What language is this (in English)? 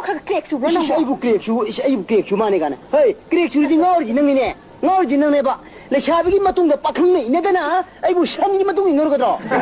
Manipuri